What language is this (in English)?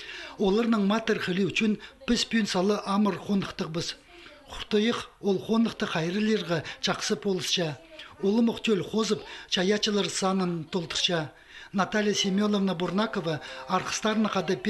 Khakas